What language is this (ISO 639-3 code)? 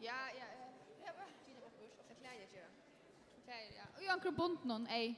fao